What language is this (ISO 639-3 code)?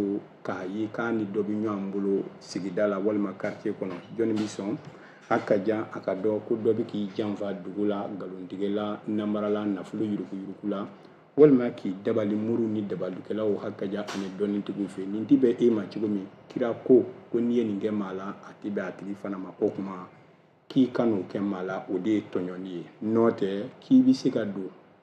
bam